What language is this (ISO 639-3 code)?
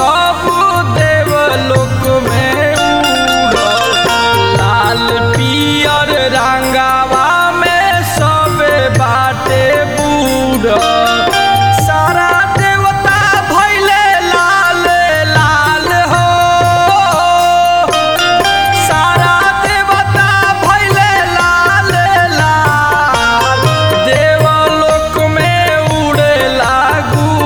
bho